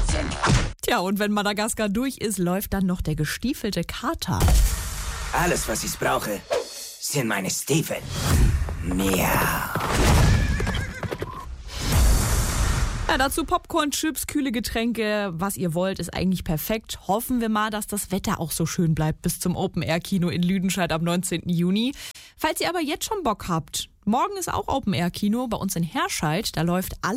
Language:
German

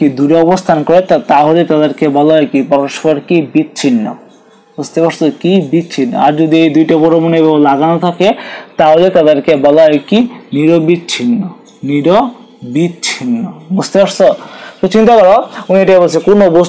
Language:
Bangla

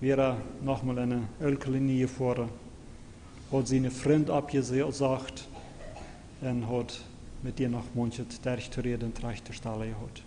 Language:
Plautdietsch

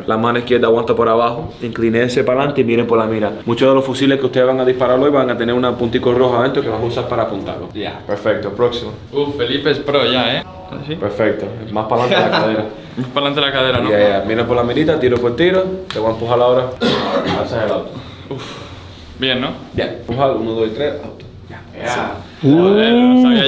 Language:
Spanish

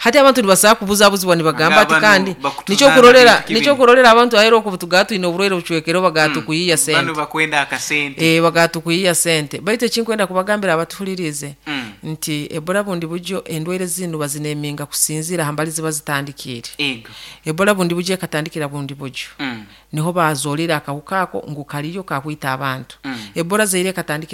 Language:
Nyoro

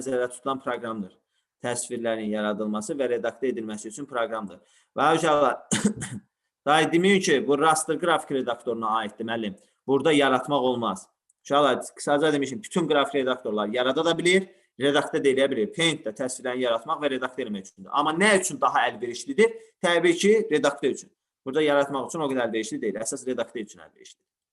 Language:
Azerbaijani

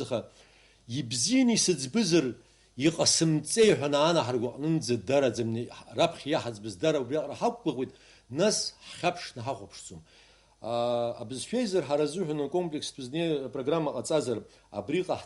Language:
Abkhazian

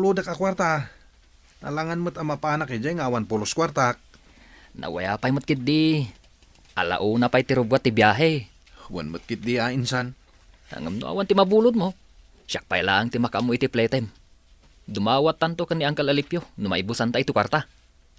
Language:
Iloko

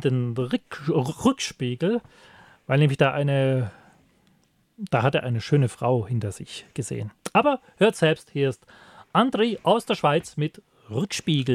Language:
German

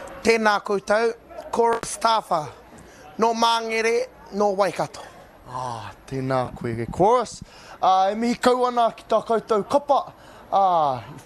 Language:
Māori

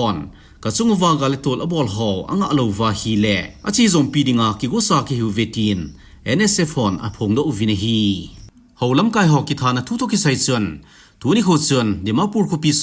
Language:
Thado Chin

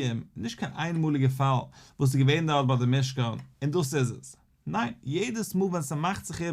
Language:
Yiddish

